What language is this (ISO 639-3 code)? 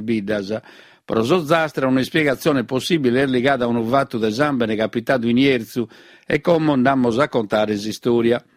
srd